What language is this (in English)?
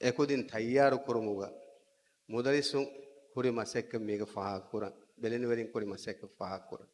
Divehi